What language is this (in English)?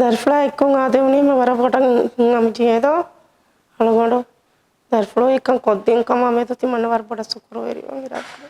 Divehi